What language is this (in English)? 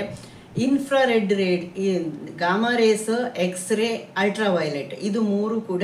Kannada